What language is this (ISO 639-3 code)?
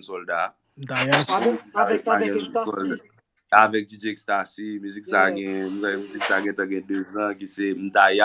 hat